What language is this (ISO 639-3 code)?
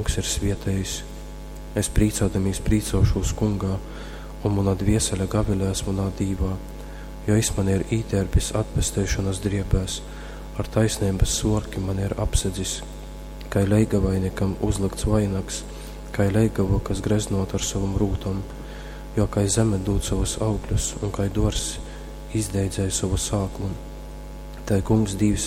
ltg